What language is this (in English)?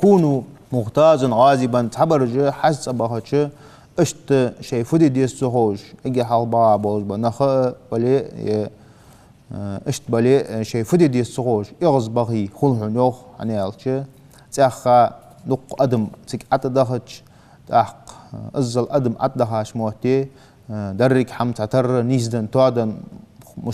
Ingush